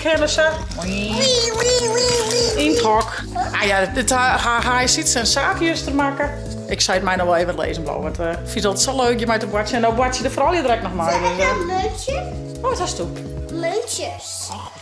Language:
Western Frisian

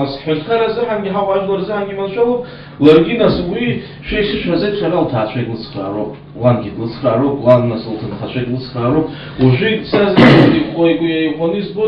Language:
Abkhazian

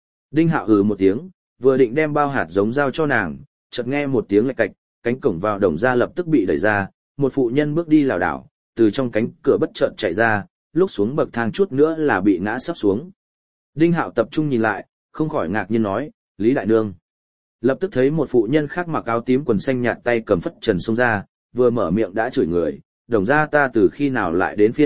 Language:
Vietnamese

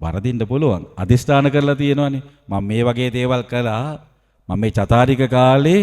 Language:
Sinhala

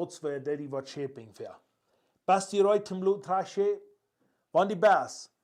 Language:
Plautdietsch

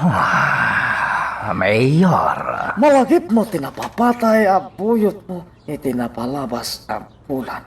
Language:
Iloko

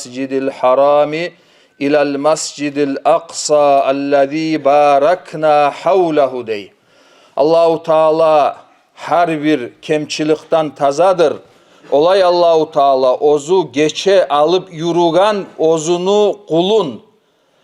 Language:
Kumyk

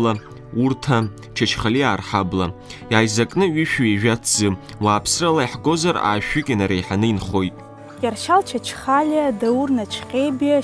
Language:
Abkhazian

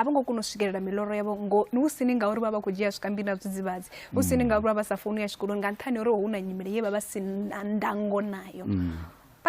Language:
Venda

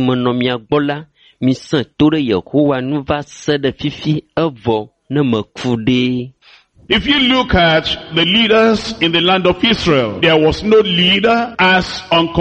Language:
Ewe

